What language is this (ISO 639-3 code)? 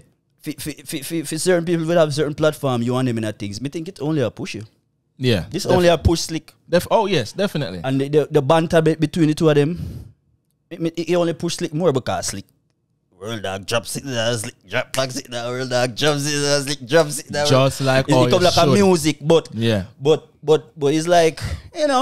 jam